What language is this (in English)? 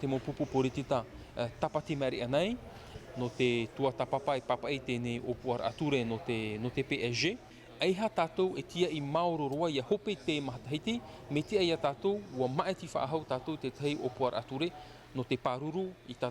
Tahitian